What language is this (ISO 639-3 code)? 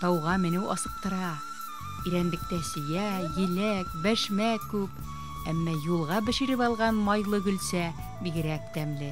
bak